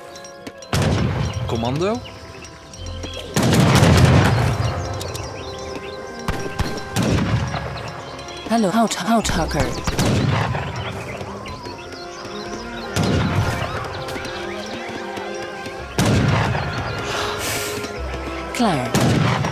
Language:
Dutch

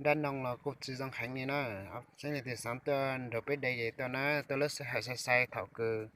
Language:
Hmong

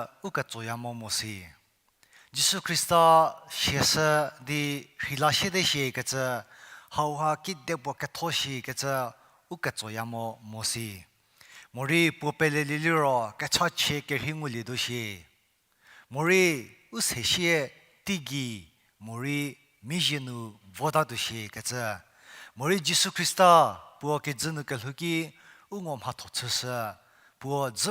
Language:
Angami Naga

